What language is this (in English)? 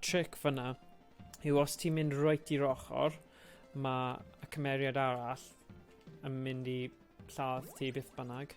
Welsh